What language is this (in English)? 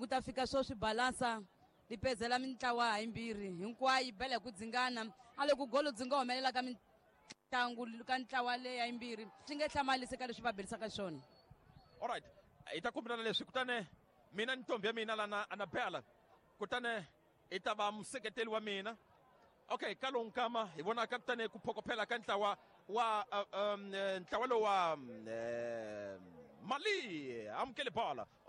Tsonga